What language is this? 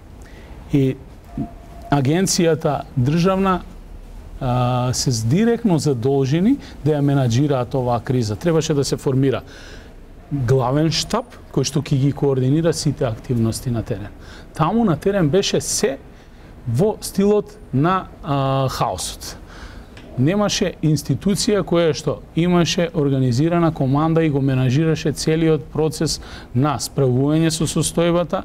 Macedonian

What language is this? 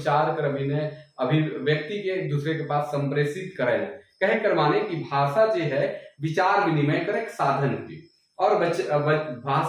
Sadri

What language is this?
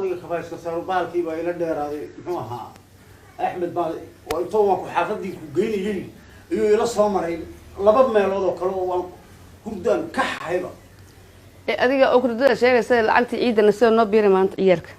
Somali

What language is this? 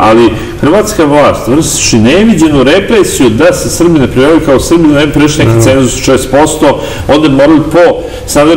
Serbian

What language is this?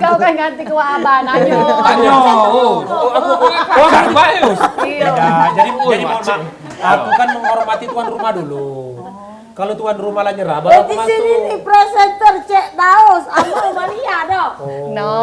Musi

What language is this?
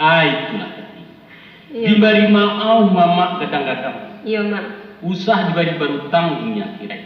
Minangkabau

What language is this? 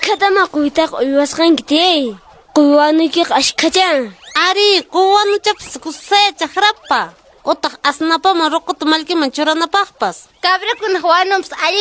Quechua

